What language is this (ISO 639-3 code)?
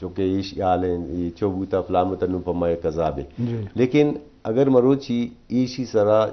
bgp